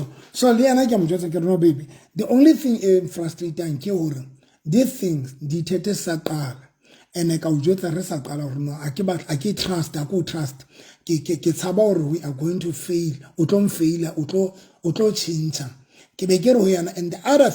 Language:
Southern Sotho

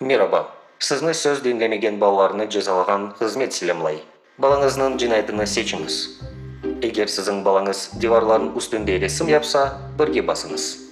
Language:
Crimean Tatar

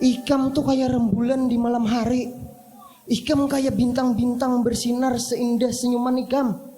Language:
Banjar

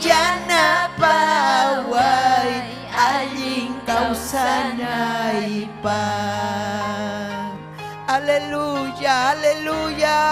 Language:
Ayacucho Quechua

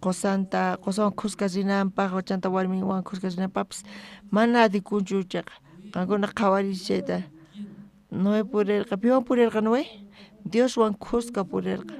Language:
South Bolivian Quechua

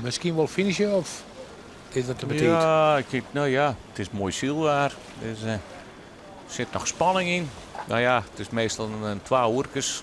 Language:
Western Frisian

